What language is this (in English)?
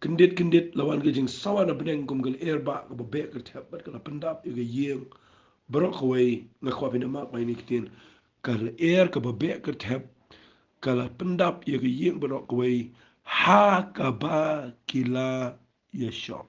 Khasi